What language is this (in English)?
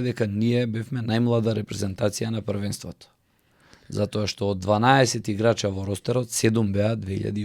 Macedonian